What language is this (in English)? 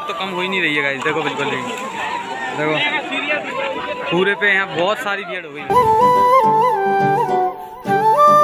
Hindi